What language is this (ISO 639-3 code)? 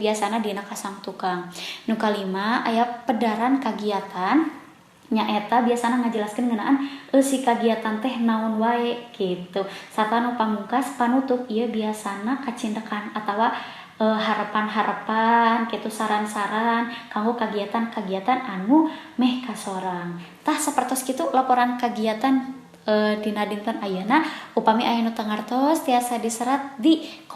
sun